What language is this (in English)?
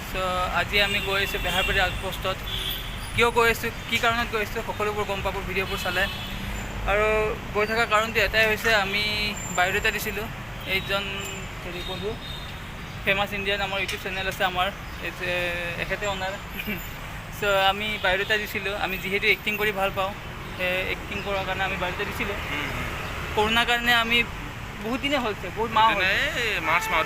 Assamese